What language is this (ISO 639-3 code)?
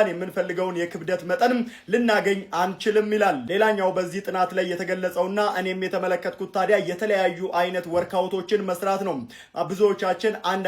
amh